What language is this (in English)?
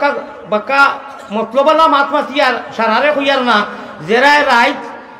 Sylheti